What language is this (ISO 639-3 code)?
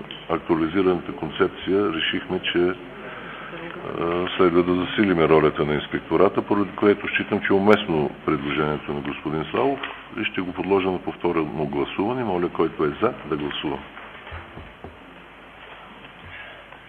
bul